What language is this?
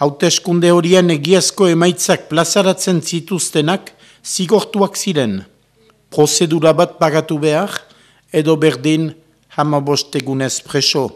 Basque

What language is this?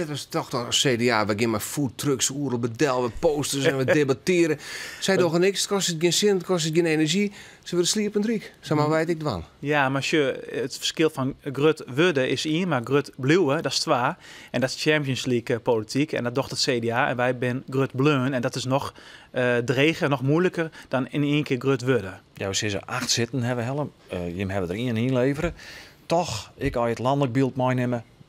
Western Frisian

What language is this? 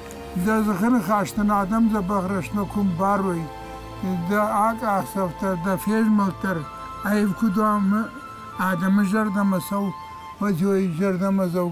Ossetic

